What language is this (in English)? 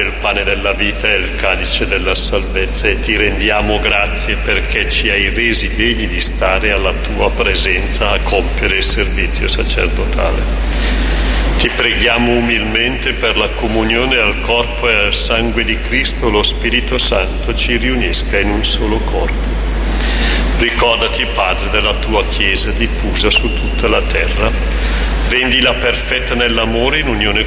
Italian